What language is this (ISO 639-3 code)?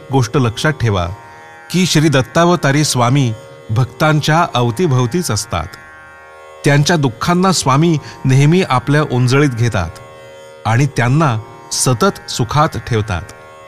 mar